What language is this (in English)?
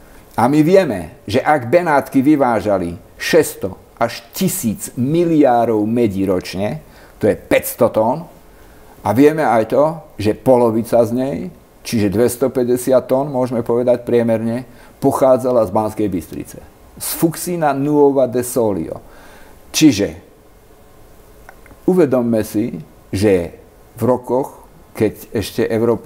Slovak